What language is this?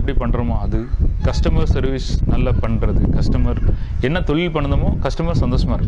Tamil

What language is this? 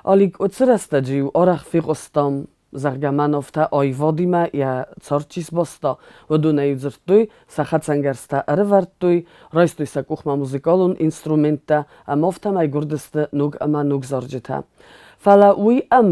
Ossetic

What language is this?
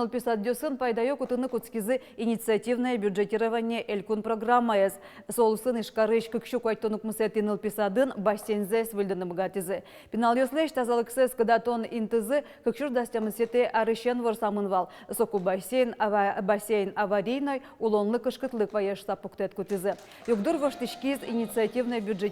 Udmurt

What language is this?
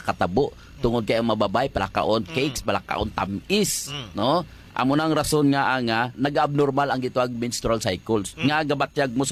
Hiligaynon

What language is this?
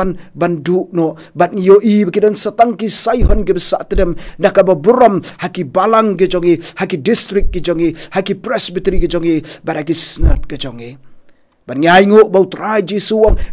Khasi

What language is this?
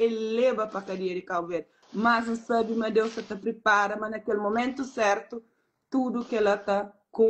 Kabuverdianu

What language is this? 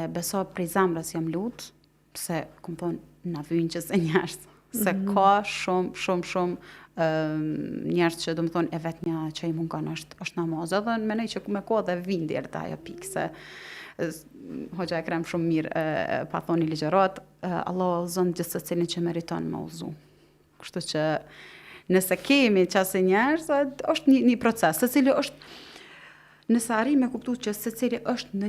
Albanian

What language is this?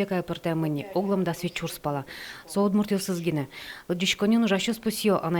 Udmurt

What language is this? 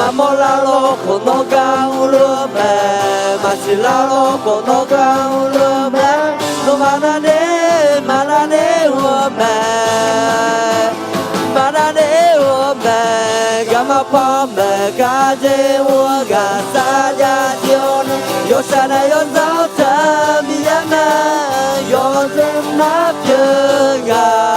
Akha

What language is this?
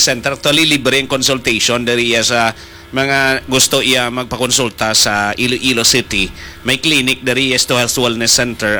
Hiligaynon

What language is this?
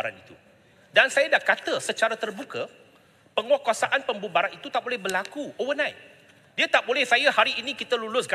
Malay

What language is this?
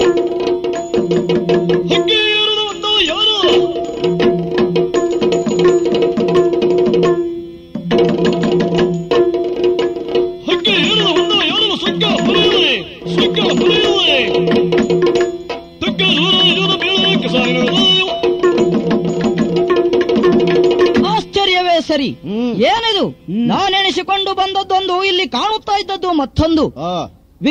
Kannada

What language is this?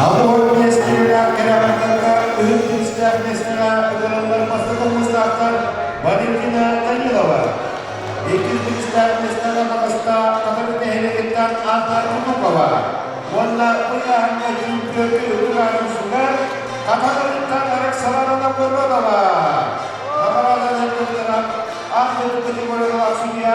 Yakut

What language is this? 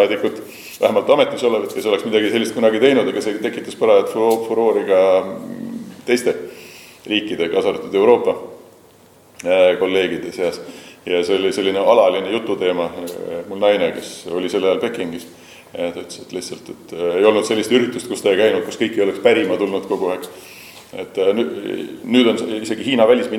Estonian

